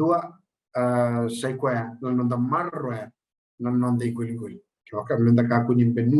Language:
Fijian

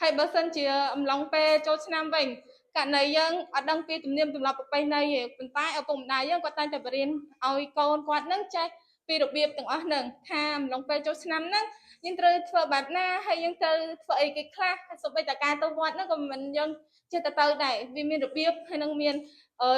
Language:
Khmer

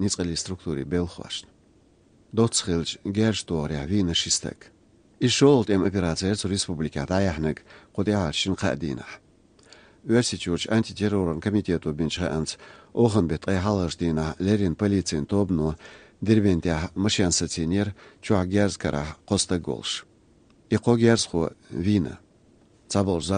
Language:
Chechen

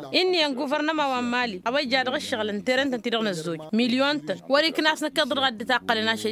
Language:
Tamasheq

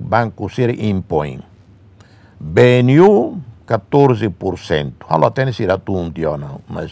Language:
Tetum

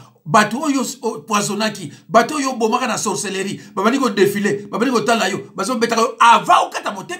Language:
Lingala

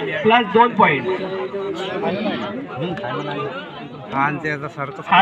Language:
Marathi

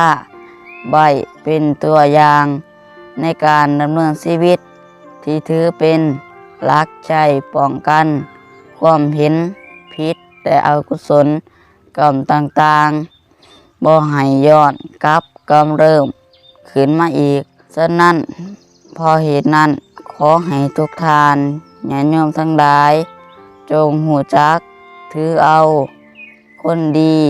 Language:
Lao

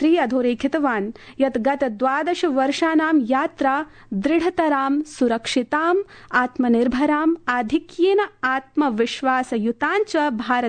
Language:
Sanskrit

